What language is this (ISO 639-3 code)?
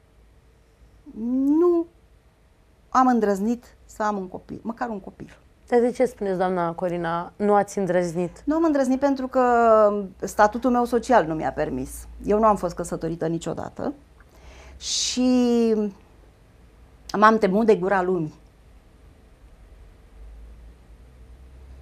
ron